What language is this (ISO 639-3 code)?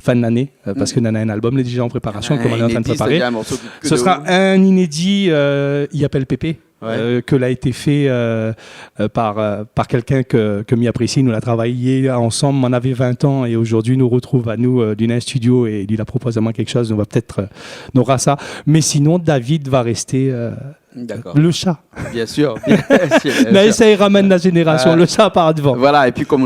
rcf